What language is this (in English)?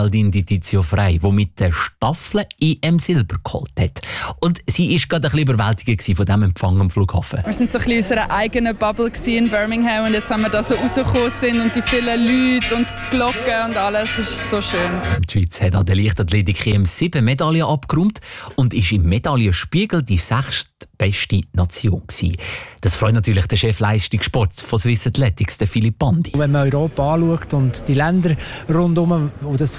German